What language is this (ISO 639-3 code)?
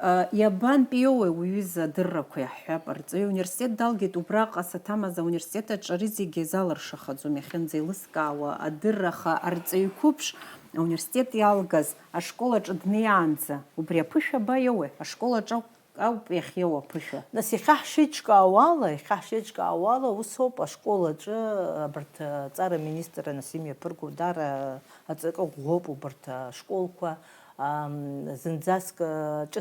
abk